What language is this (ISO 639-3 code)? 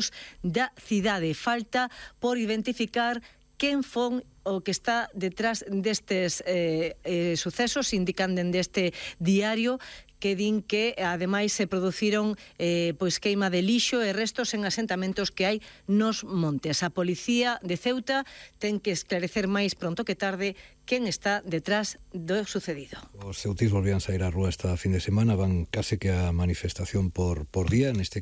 glg